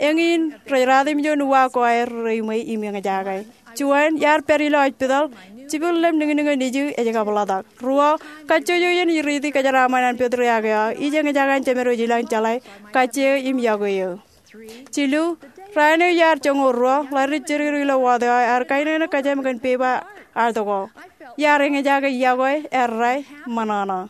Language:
Marshallese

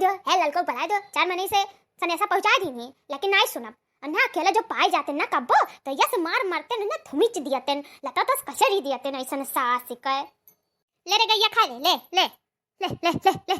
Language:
Awadhi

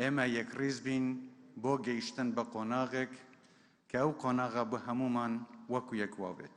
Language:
Central Kurdish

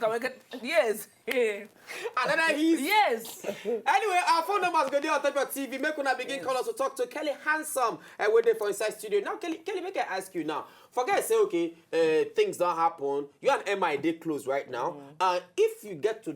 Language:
Nigerian Pidgin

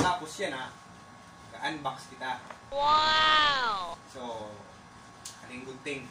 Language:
Waray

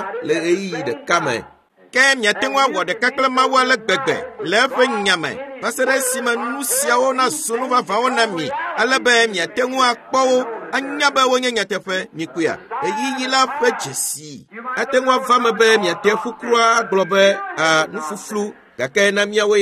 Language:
Ewe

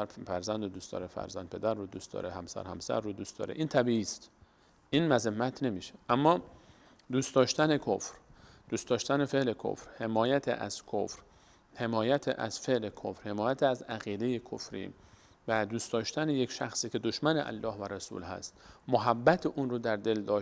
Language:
Persian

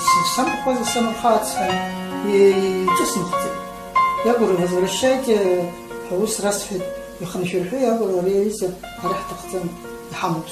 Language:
Abkhazian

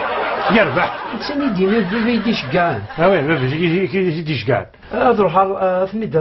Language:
Kabyle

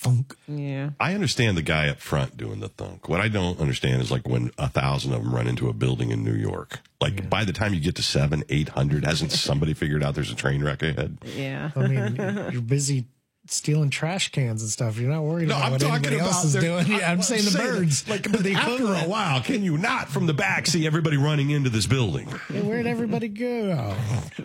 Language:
English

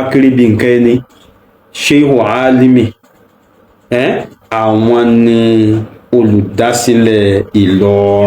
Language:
Yoruba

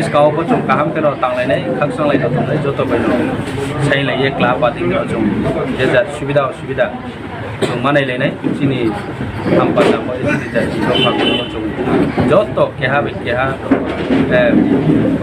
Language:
Riang (India)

